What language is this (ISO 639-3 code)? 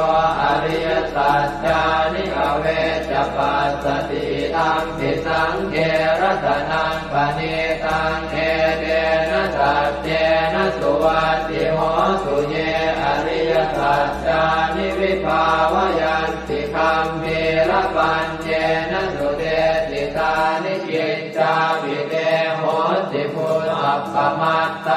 pli